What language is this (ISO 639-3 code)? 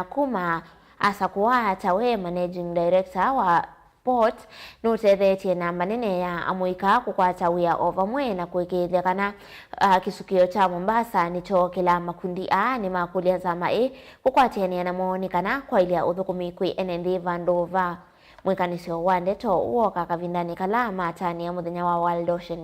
kam